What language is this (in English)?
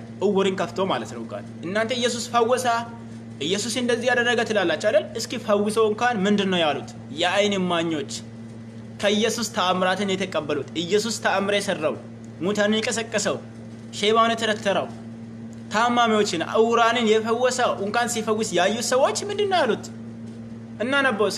Amharic